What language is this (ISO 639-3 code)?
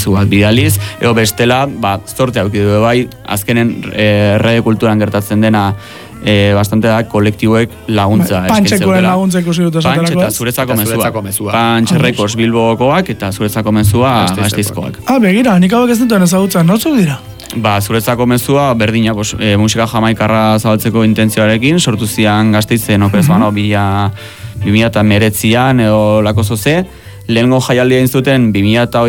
eus